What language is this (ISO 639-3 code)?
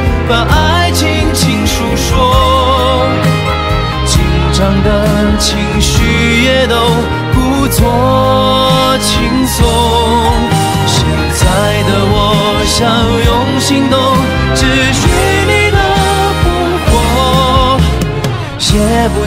zho